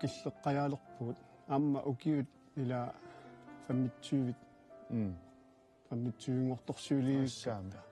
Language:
Kalaallisut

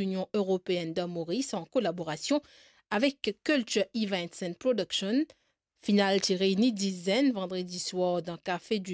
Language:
Morisyen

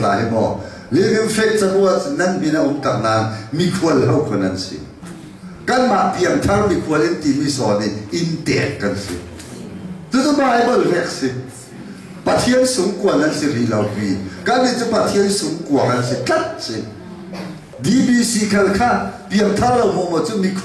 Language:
Falam Chin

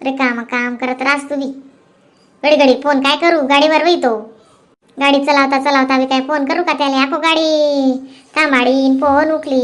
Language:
Khandesi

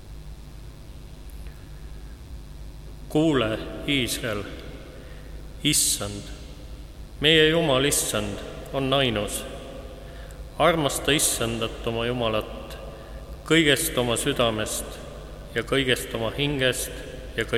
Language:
Estonian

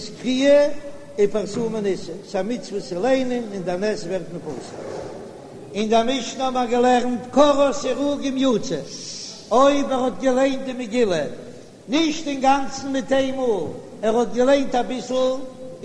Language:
Yiddish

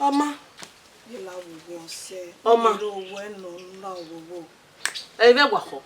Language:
Bini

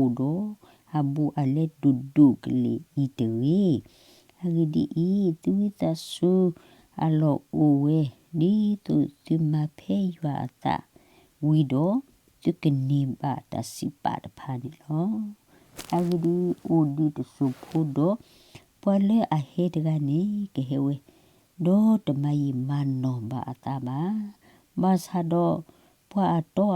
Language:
S'gaw Karen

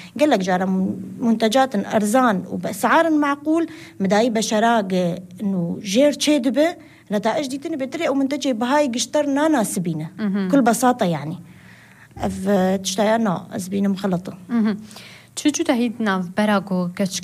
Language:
North Levantine Arabic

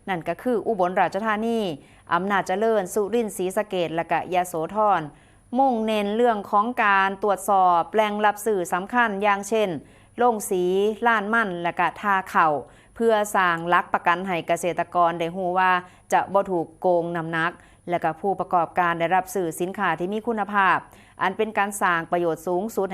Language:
Northeastern Thai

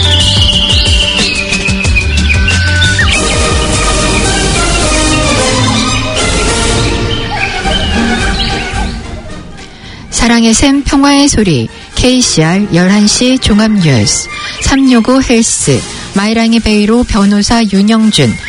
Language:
Korean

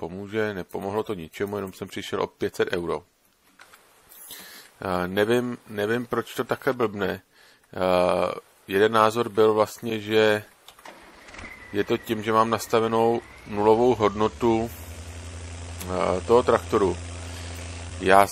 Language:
Czech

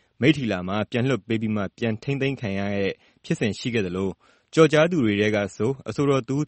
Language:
Burmese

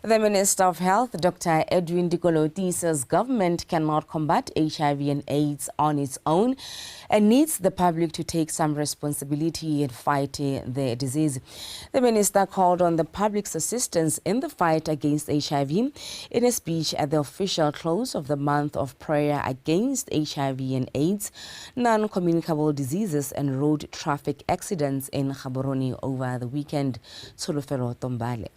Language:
Tswana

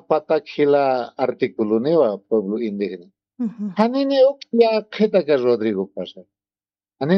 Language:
Aymara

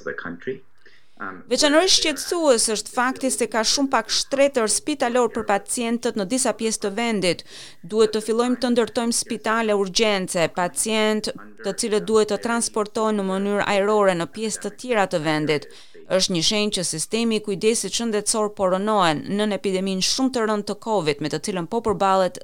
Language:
Albanian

